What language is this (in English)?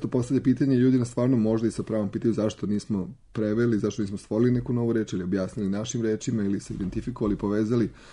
Serbian